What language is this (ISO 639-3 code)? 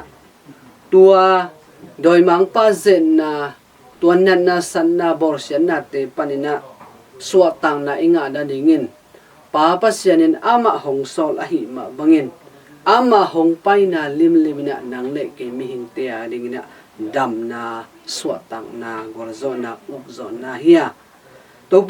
ctd